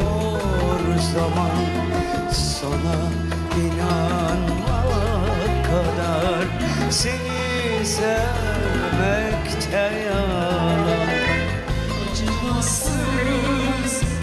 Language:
Turkish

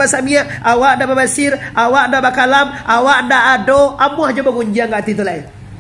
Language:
Minangkabau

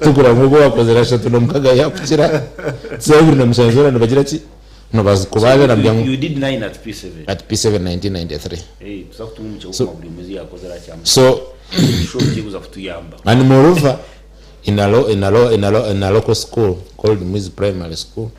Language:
Nyankole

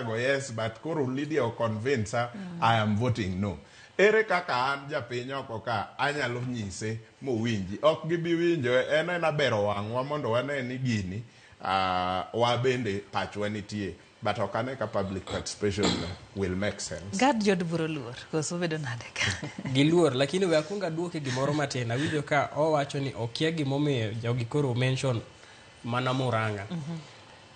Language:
Luo (Kenya and Tanzania)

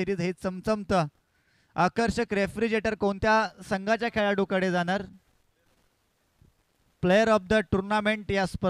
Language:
Marathi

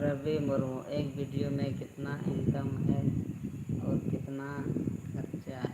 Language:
Santali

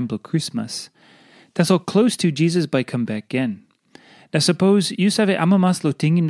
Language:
Tok Pisin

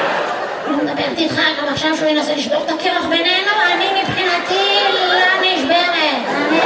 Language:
Hebrew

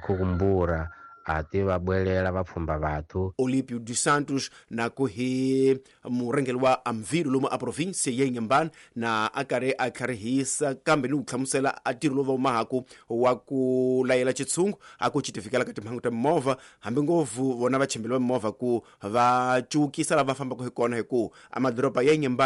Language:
Tsonga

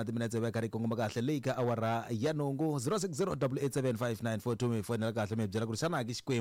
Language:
Tsonga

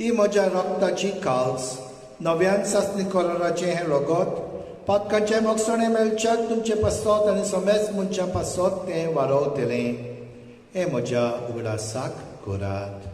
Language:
Konkani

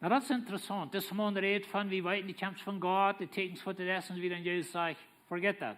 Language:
Plautdietsch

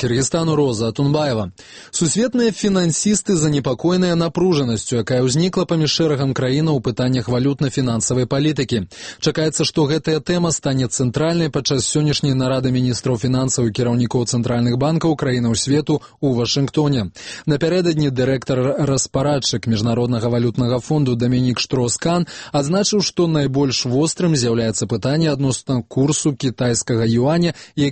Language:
Belarusian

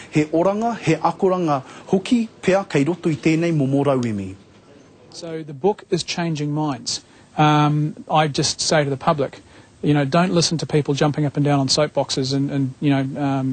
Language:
Māori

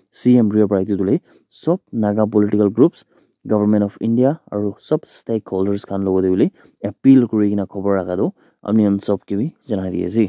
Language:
Naga Pidgin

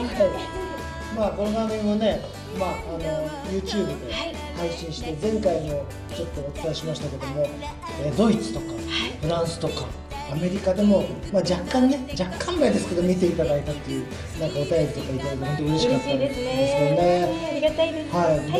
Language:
Japanese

